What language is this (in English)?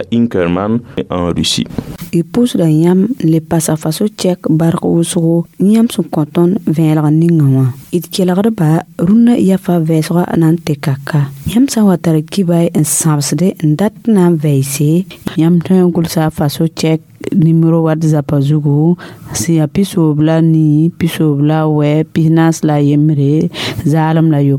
Mossi